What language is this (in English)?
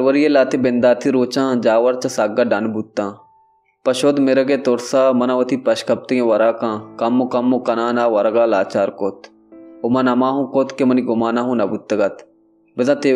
Baluchi